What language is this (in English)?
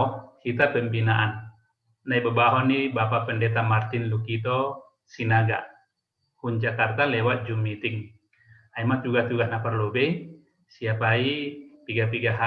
Batak Simalungun